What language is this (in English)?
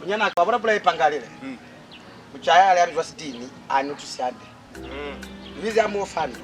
Lozi